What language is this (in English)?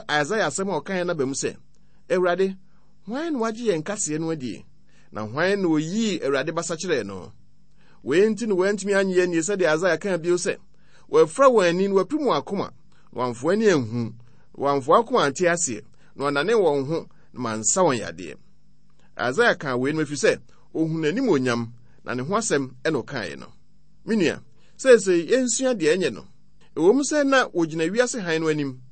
Akan